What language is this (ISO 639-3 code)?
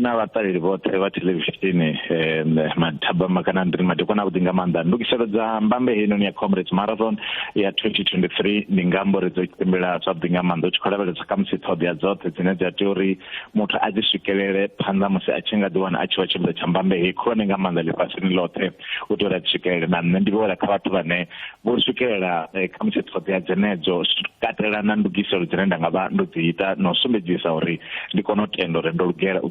ven